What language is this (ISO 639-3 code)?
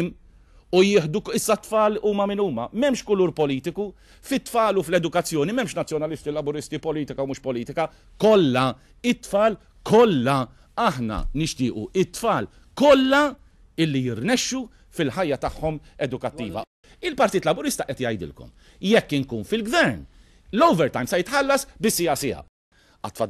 mlt